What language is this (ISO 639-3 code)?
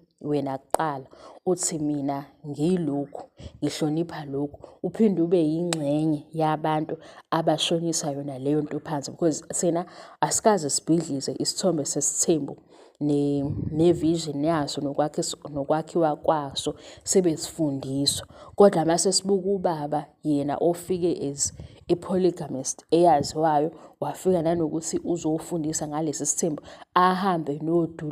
zul